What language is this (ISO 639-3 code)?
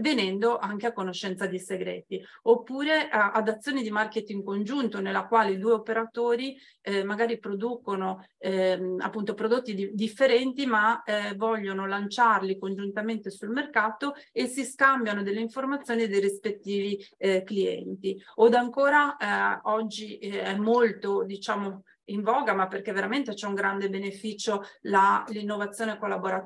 ita